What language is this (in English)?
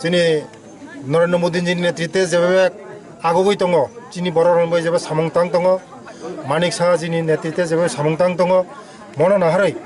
Kok Borok